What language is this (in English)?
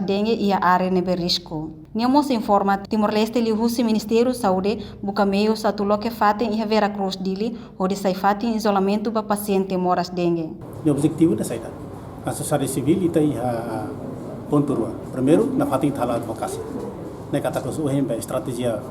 Tetum